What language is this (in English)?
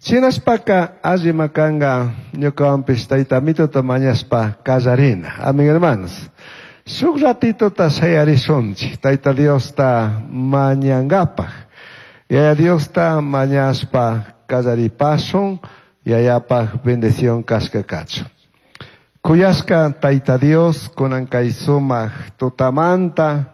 Chimborazo Highland Quichua